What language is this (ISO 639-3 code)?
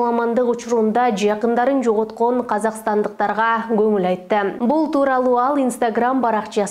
kir